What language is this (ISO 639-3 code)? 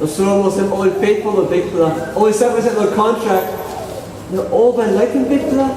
tpi